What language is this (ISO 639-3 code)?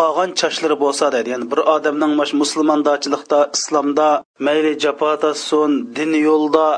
uig